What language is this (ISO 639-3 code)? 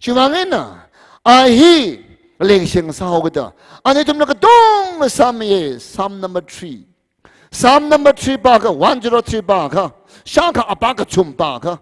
nmf